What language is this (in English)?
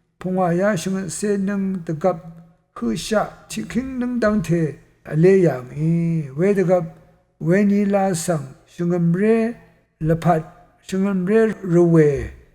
Rawang